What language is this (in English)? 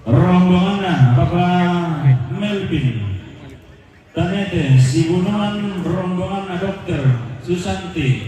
Toraja-Sa'dan